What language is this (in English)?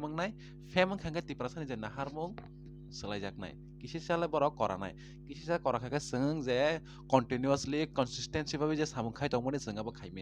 Kok Borok